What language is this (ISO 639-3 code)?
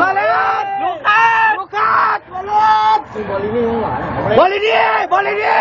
lao